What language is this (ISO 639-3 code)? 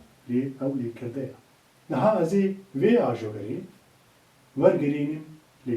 kur